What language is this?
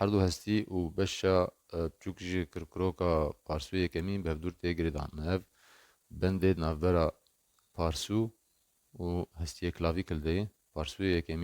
Kurdish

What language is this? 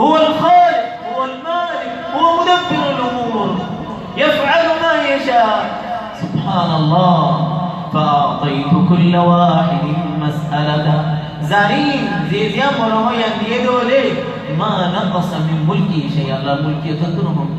Rohingya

